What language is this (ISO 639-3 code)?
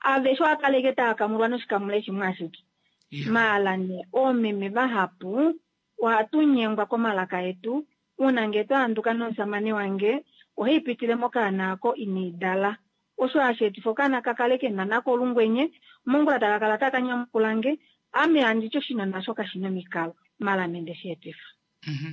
kua